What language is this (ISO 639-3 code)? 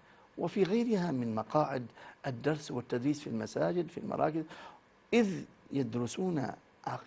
ara